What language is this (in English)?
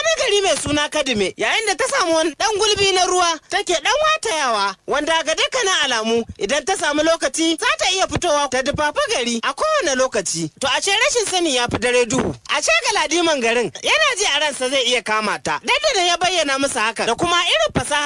Hausa